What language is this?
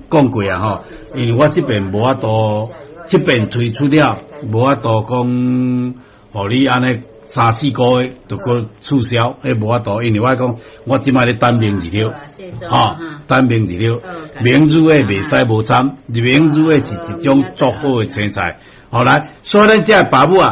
Min Nan Chinese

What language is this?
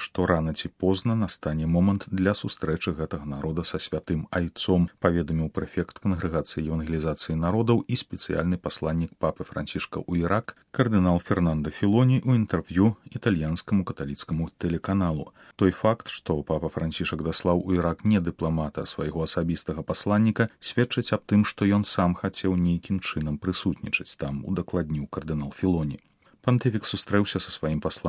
Belarusian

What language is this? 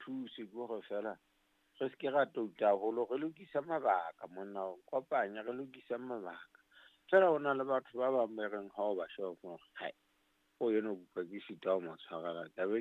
Southern Sotho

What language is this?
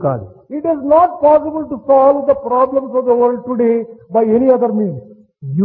Telugu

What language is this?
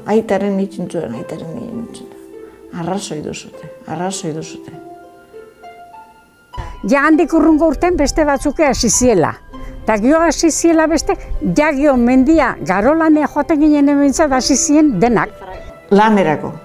Basque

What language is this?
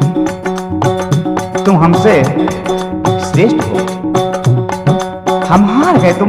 Hindi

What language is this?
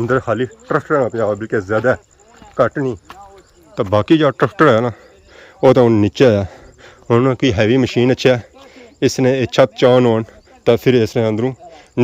Pahari-Potwari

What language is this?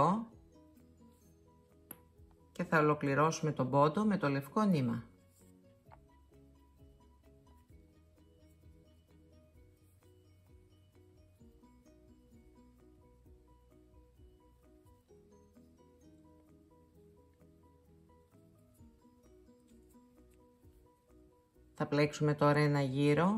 Greek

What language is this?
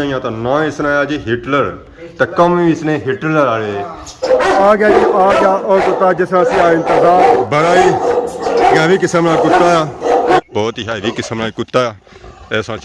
Pahari-Potwari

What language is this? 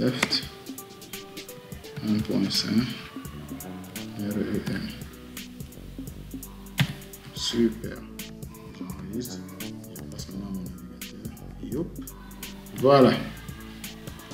French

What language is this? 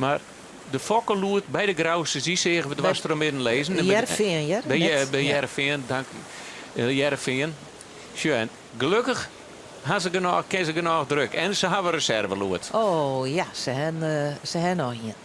Western Frisian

